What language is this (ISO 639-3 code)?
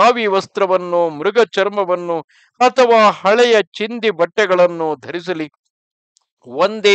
kan